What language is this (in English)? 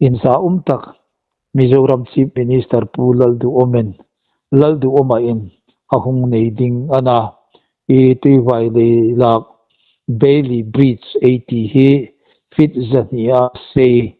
Hmar